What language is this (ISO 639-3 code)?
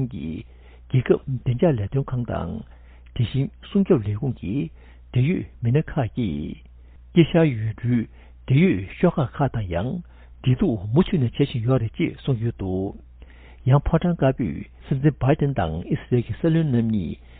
bod